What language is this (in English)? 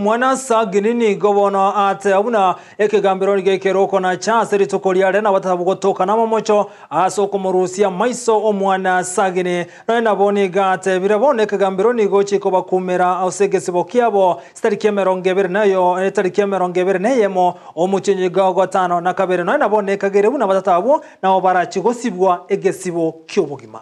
Gusii